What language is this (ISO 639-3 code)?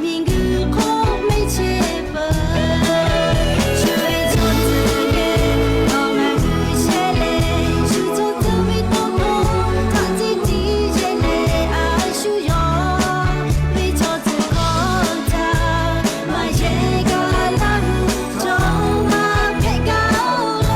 lhu